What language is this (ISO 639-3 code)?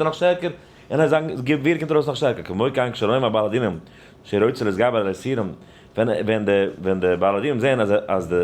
yid